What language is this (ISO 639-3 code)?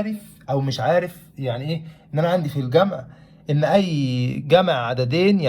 arz